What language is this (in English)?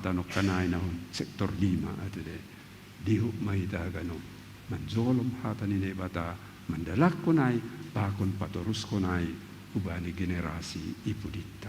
Batak Simalungun